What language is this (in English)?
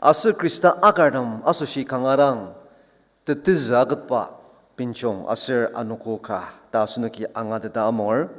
Ao Naga